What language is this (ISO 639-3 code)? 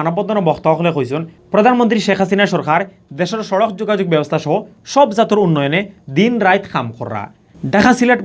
syl